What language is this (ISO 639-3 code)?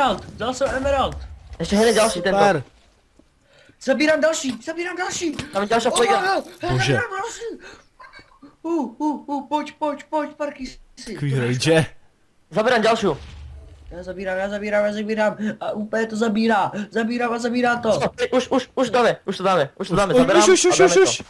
ces